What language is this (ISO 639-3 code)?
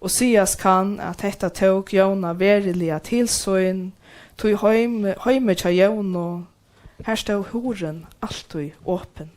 fao